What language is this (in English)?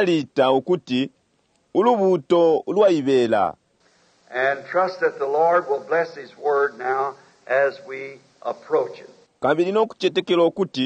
Bemba